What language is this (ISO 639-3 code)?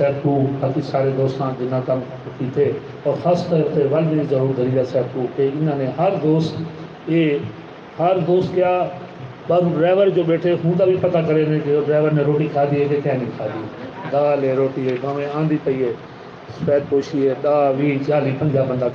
skr